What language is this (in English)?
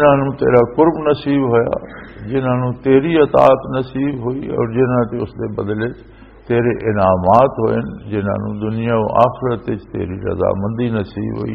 Western Panjabi